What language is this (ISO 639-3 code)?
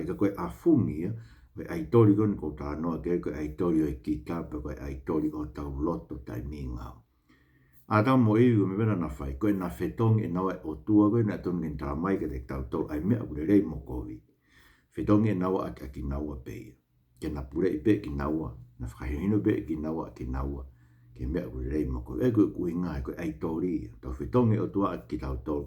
ton